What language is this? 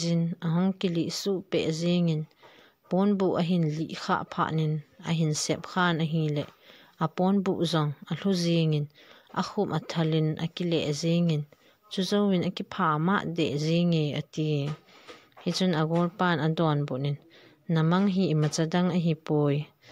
Thado Chin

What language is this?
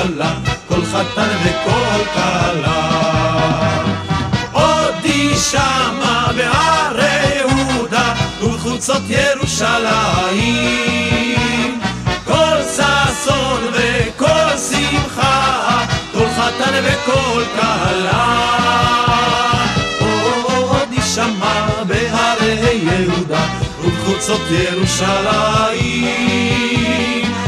Hebrew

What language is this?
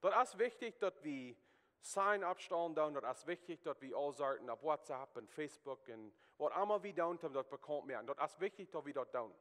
Plautdietsch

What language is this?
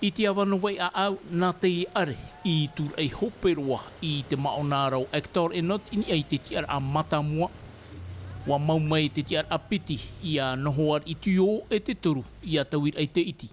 Tahitian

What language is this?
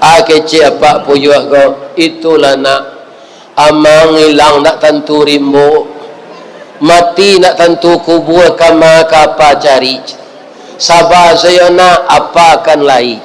Minangkabau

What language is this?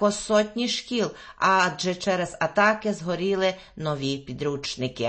Ukrainian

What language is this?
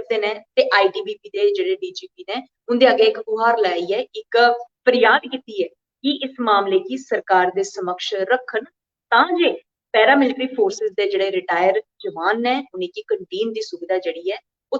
Dogri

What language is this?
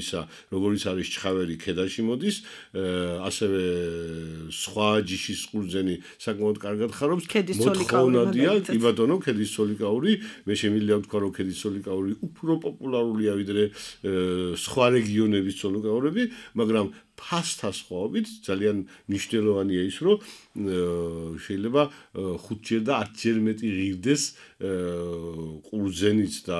Georgian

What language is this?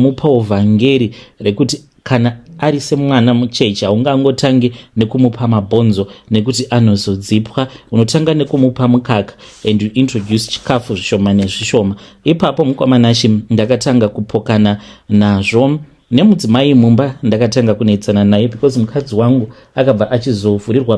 Shona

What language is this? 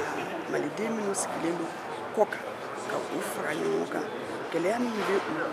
Bambara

